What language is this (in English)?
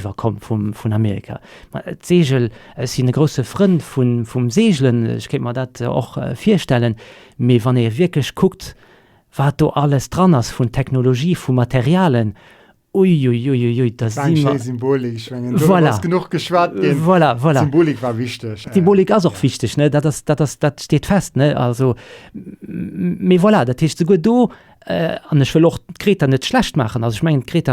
Luxembourgish